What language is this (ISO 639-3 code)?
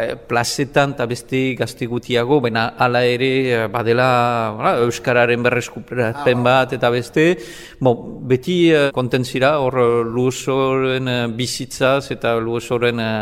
eus